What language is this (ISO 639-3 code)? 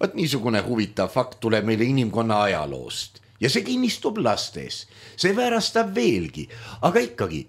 est